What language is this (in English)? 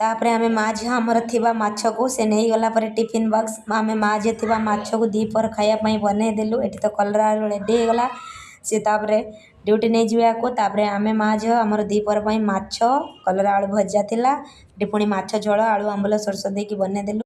Odia